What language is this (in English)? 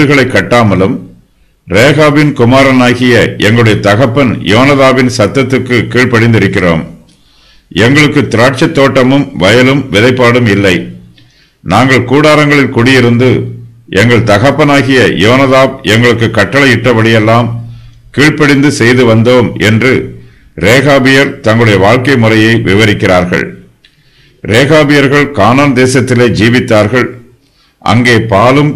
Tamil